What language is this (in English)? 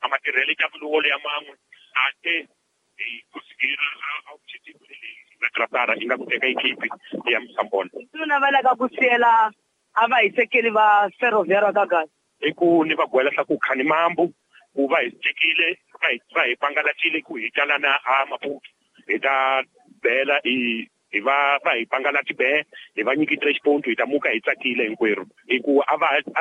Tsonga